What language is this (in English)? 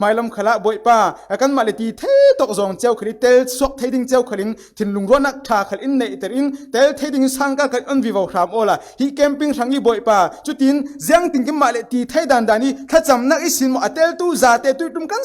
Falam Chin